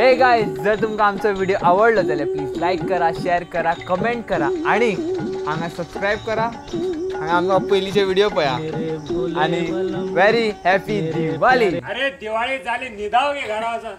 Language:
Konkani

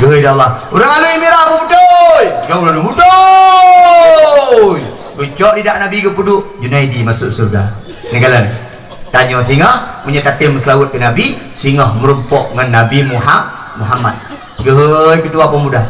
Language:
Achinese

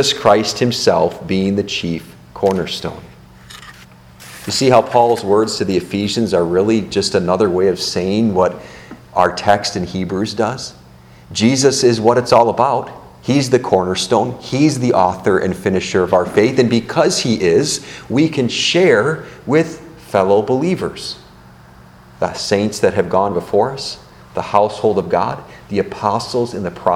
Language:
English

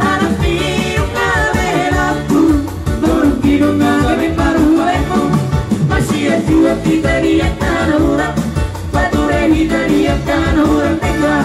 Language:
Batak Toba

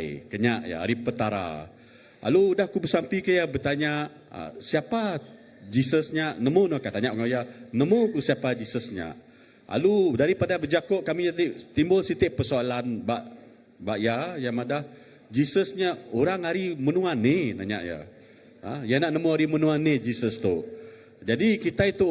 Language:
Iban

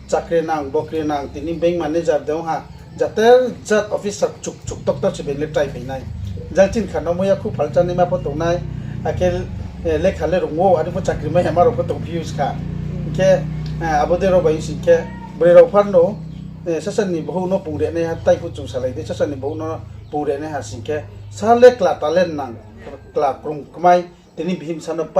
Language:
Riang (India)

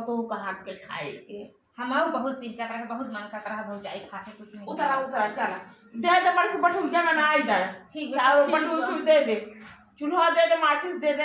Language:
Awadhi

